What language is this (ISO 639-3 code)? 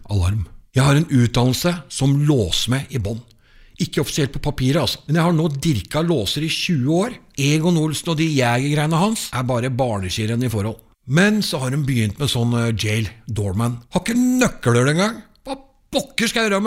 nor